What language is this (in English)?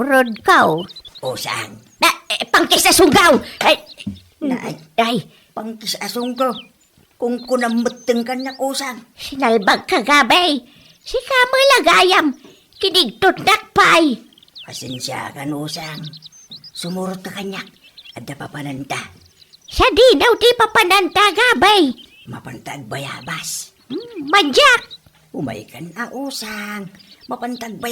Iloko